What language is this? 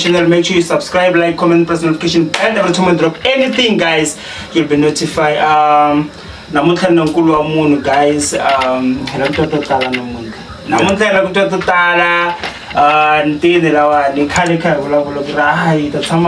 Tsonga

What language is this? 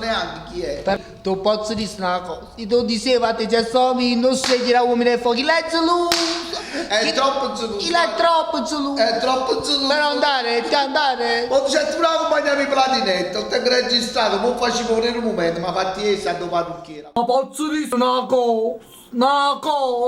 Neapolitan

